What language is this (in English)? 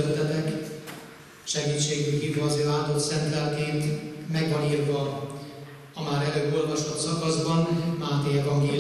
Hungarian